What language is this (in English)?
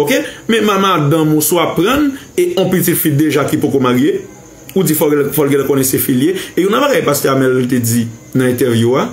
Haitian Creole